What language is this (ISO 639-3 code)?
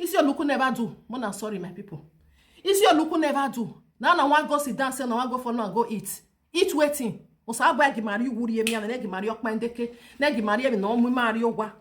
pcm